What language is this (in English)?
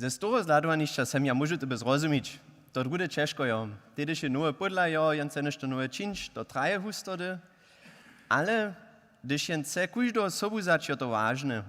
Upper Sorbian